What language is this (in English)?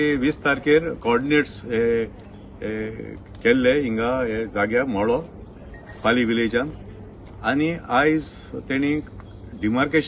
Konkani